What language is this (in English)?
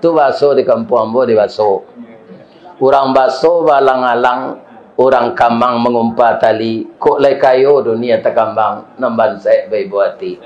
Minangkabau